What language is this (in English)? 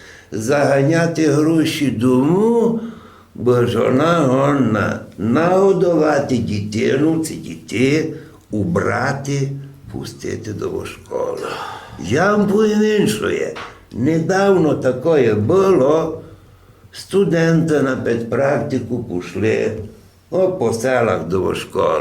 Rusyn